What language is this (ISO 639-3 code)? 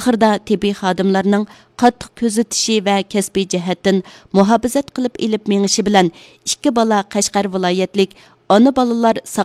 uig